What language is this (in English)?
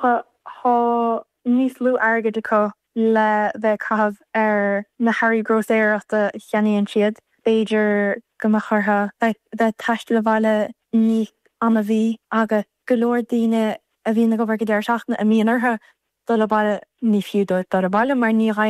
Irish